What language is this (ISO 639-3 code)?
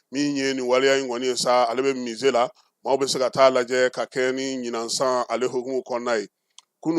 bam